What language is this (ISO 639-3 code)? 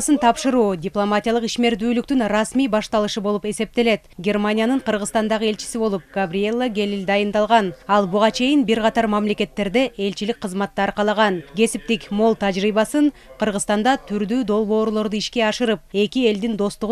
kir